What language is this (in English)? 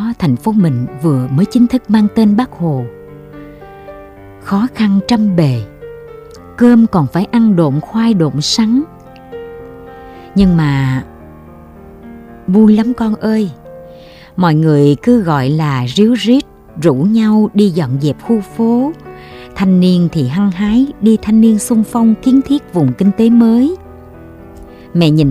Vietnamese